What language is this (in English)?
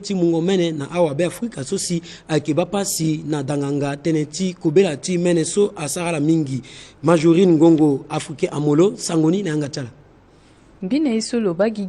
Sango